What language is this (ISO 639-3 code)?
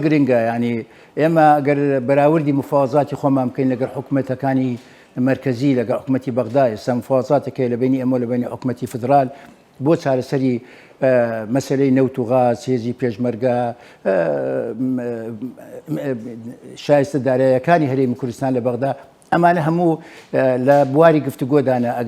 ckb